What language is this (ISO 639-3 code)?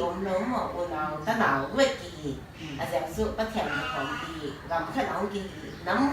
pck